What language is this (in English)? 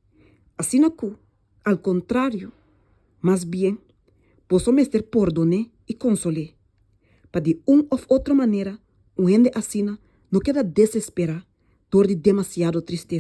Papiamento